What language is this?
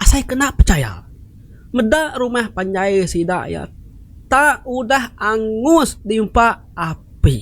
Iban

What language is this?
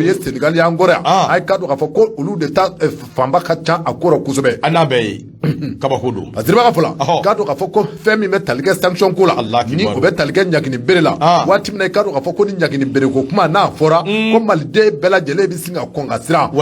Bambara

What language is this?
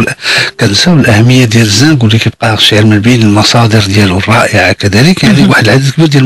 Moroccan Arabic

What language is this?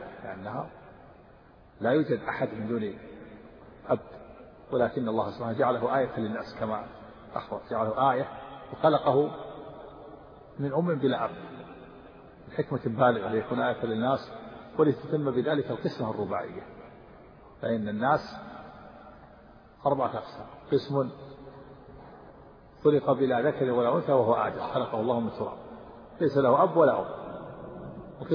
Arabic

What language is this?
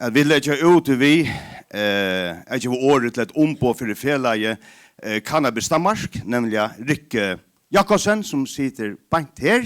Faroese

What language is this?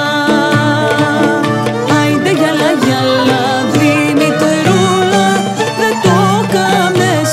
Greek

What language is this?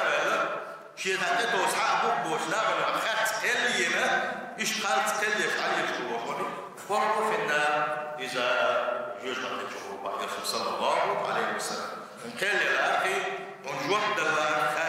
Chechen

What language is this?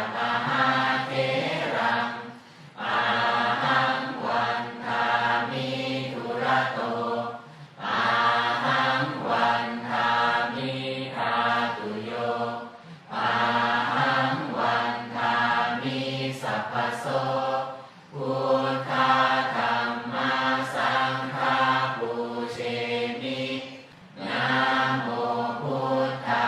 Pali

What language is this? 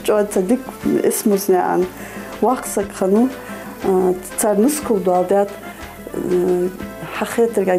Ingush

